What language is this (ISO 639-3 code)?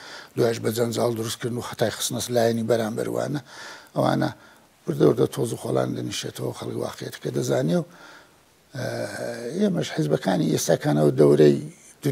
ckb